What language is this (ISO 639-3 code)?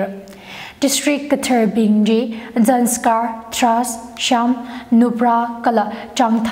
nmf